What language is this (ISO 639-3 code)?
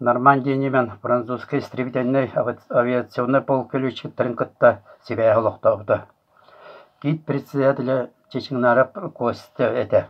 sah